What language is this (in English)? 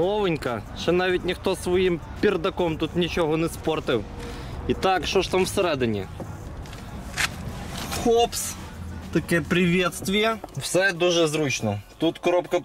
Ukrainian